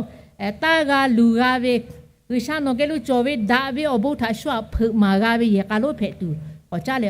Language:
Lahu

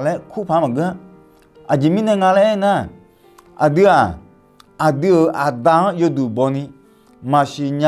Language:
Akha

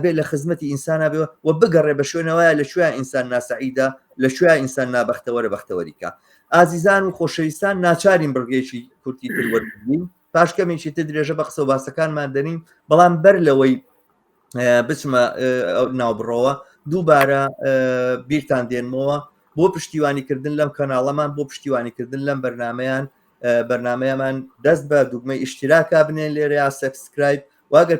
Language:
Central Kurdish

